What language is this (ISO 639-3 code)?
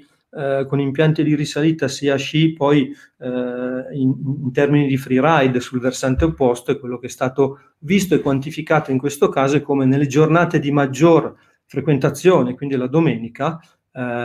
ita